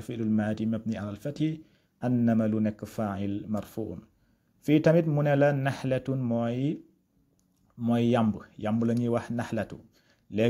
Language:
Wolof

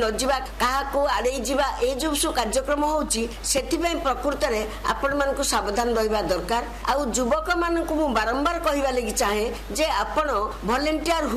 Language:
Odia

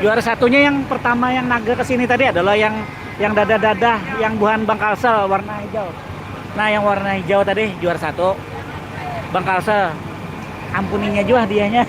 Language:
Banjar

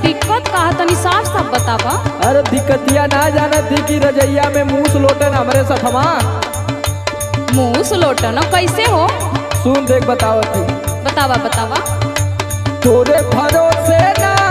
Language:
Bhojpuri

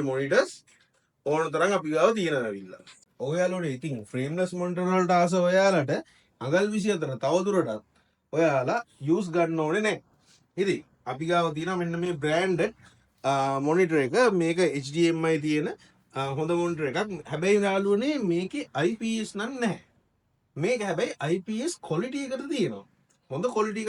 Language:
Sinhala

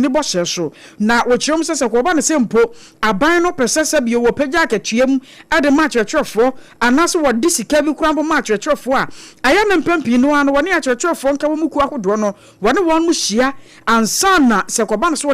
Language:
Akan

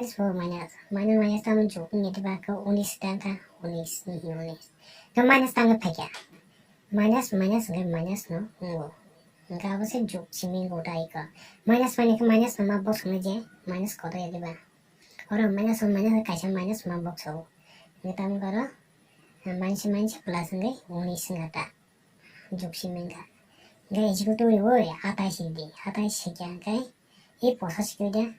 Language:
Kok Borok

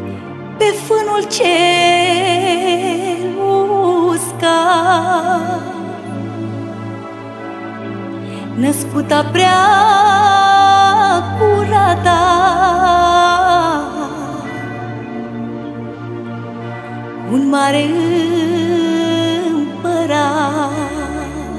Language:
Romanian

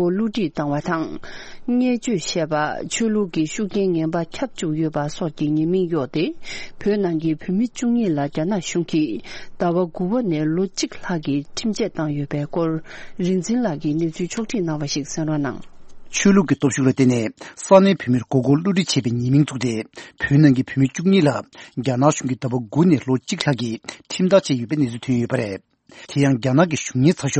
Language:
Tibetan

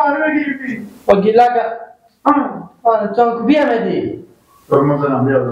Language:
Persian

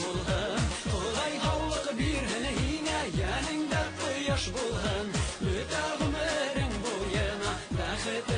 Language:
Bashkir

